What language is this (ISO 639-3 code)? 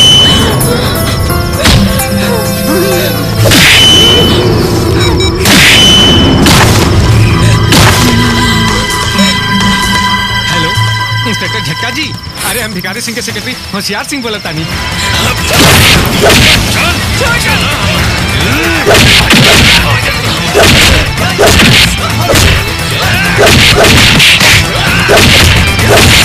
bho